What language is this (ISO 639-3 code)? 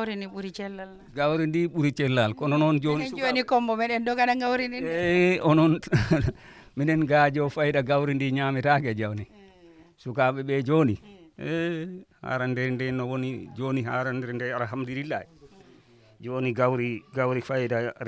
ful